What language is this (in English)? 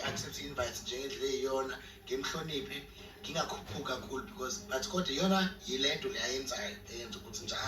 Zulu